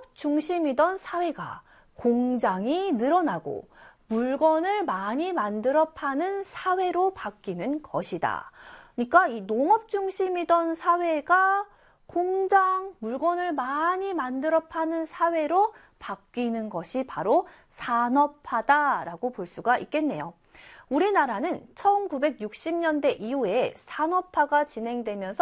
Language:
Korean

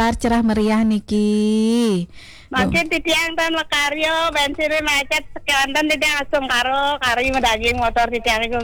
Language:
Balinese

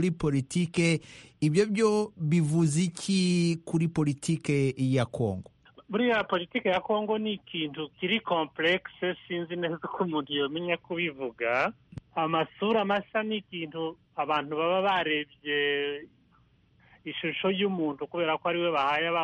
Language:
Kinyarwanda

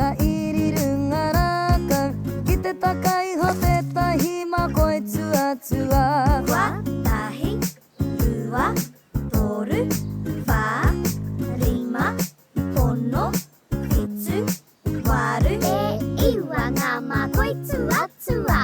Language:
Māori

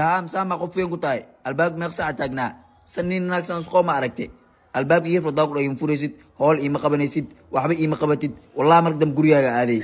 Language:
Somali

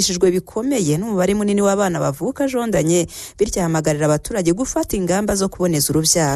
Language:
Kinyarwanda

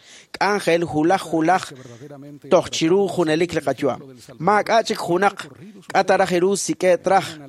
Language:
Kekchí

